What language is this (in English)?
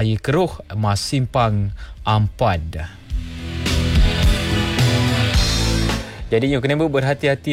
Malay